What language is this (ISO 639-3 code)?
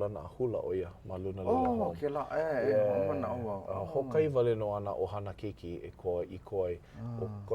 haw